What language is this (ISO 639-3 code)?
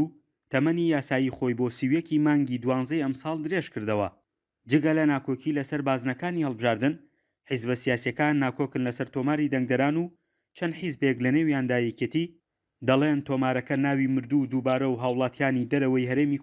ckb